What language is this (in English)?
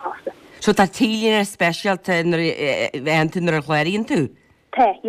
Irish